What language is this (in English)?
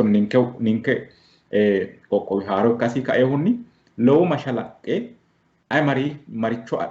Sidamo